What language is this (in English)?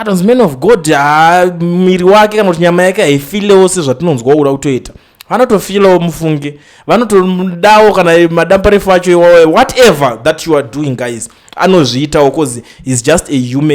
Shona